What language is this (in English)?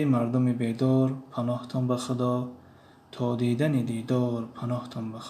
Tajik